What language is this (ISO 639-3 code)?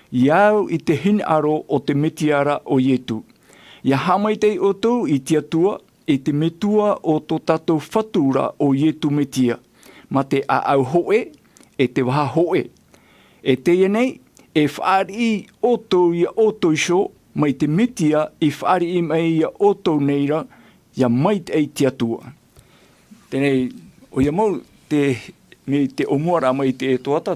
tah